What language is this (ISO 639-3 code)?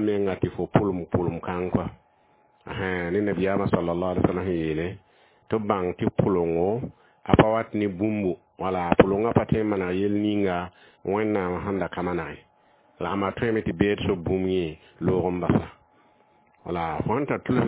mos